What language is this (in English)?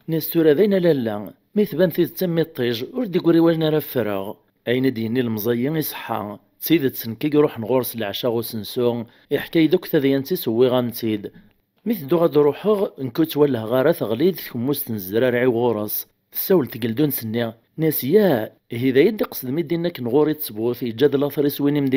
Kabyle